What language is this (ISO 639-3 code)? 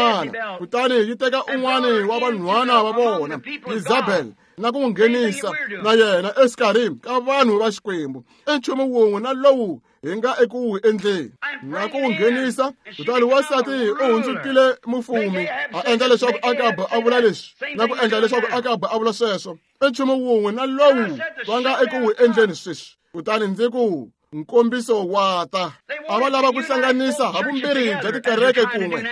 tso